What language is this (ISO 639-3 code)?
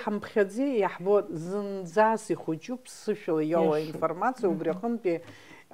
abk